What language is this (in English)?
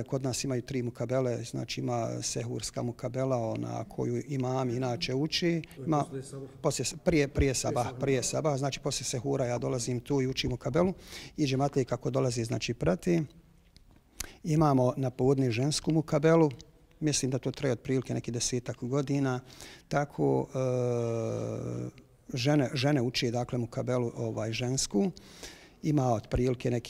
Bosnian